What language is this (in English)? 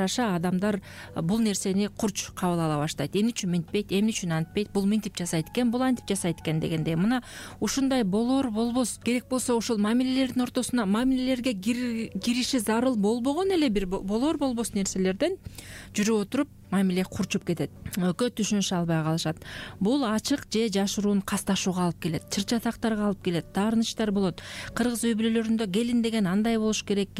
Kyrgyz